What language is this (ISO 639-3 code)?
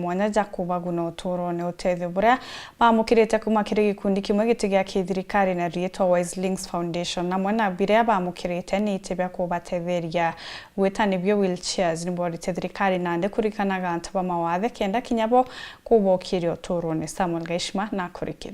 mer